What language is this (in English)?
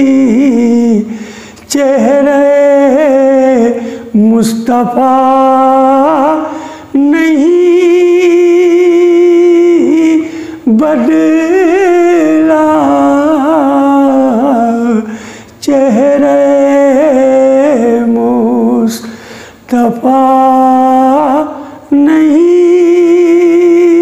Urdu